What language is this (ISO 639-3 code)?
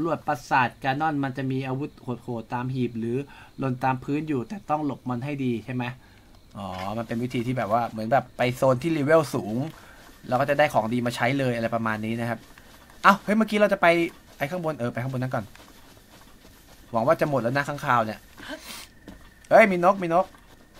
tha